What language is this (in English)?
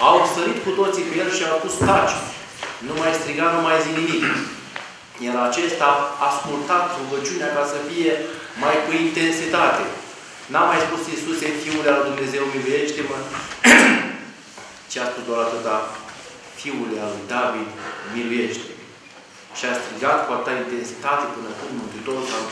Romanian